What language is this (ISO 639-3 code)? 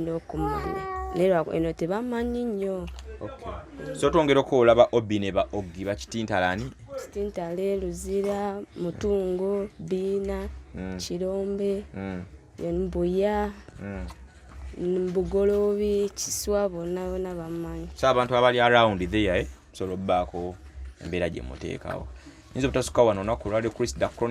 lug